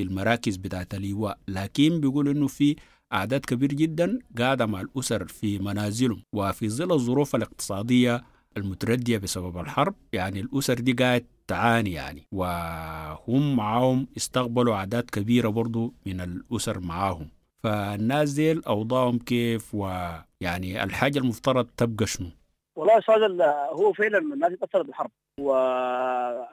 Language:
Sudanese Arabic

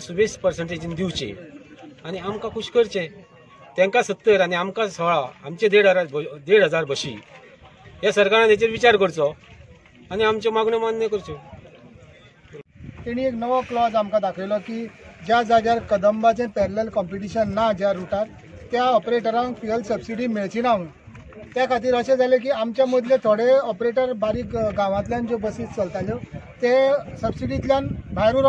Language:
Konkani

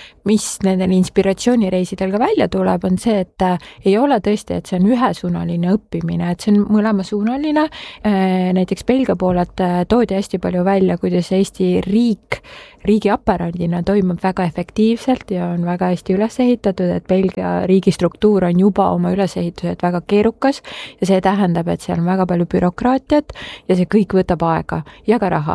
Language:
Estonian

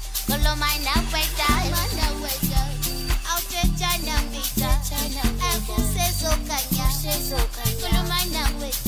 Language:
Zulu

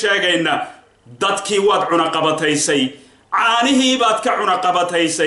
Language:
Somali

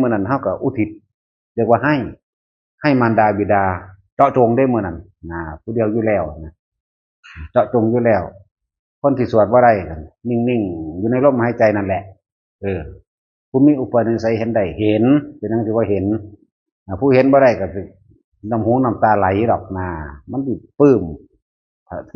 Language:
Northeastern Thai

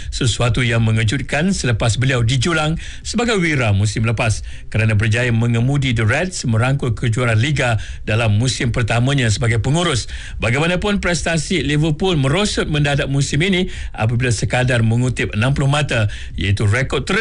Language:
Malay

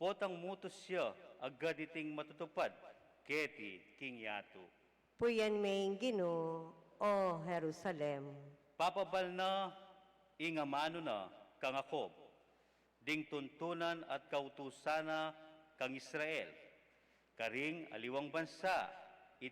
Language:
Pampanga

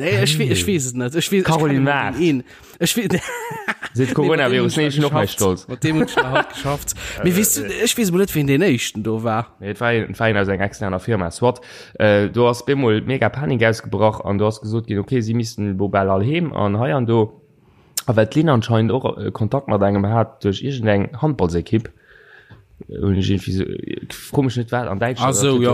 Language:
Luxembourgish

